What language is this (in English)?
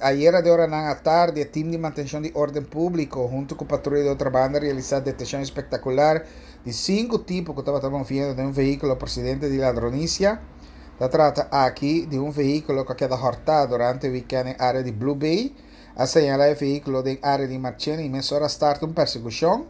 Papiamento